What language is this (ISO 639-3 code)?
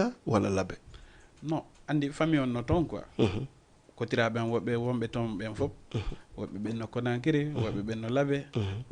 ful